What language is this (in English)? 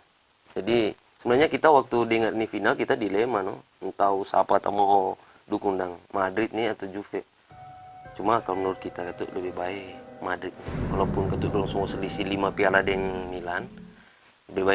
Manado Malay